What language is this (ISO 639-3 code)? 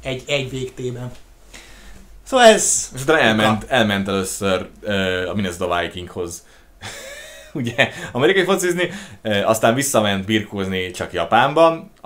hun